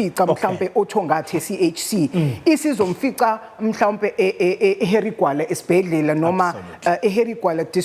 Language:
Zulu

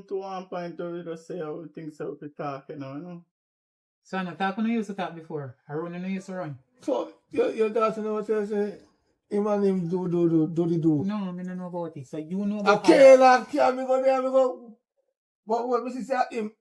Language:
Jamaican Creole English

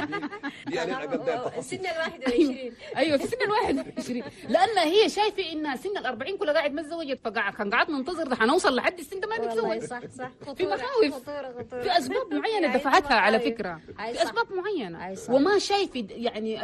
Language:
Chadian Arabic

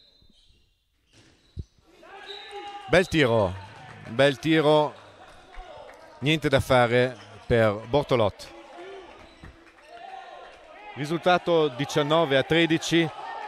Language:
Italian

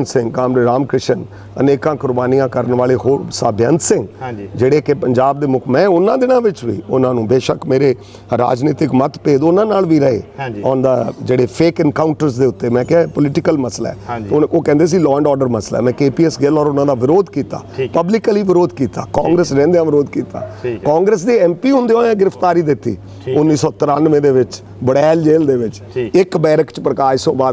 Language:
Punjabi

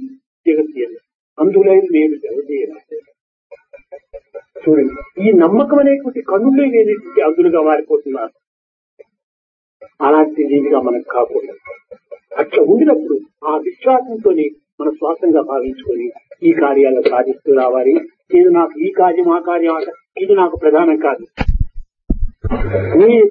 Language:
Telugu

